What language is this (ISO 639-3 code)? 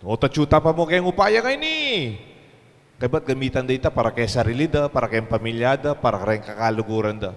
pam